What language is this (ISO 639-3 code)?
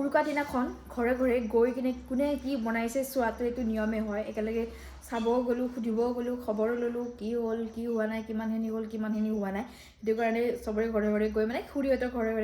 asm